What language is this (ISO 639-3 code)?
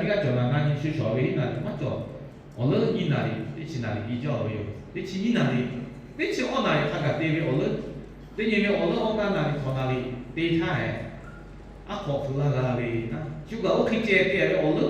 lhu